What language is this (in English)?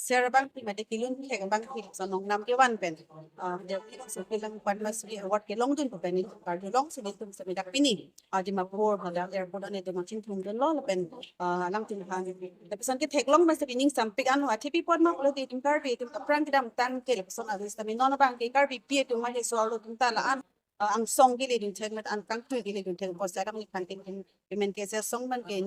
Karbi